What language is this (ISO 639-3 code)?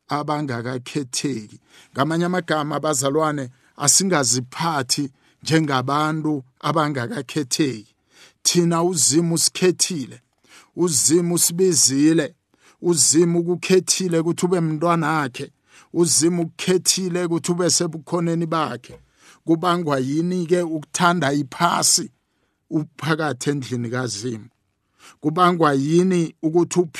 nbl